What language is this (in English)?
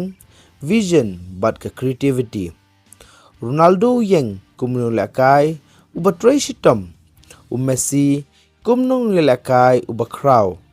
Khasi